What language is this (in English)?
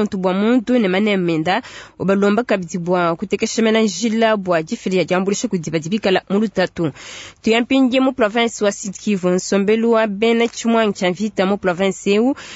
Luba-Lulua